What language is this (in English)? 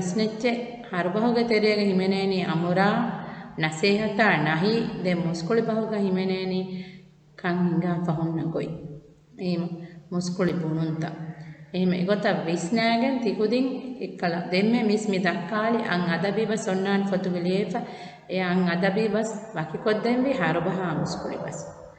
Divehi